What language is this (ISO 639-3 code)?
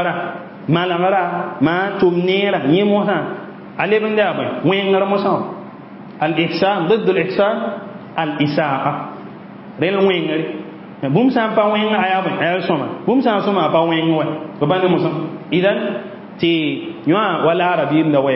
mos